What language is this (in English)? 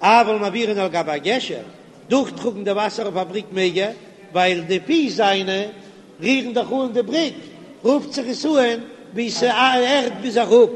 Yiddish